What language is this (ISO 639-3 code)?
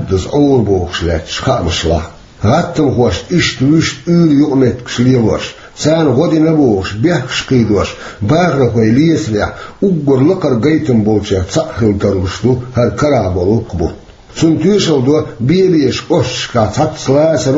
che